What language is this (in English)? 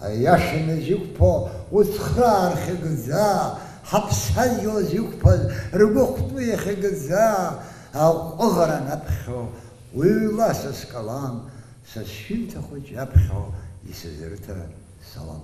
Abkhazian